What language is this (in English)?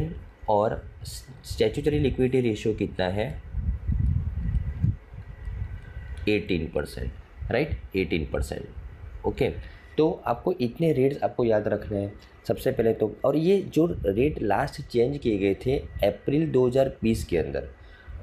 Hindi